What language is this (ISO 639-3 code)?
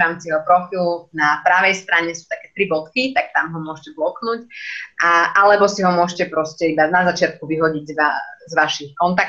slk